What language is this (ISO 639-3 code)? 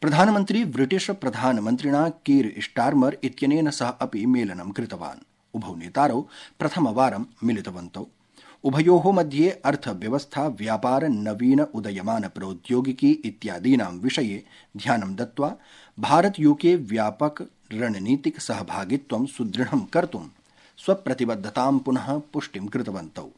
san